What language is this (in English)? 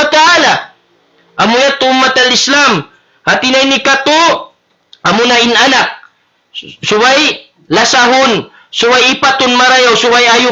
Tausug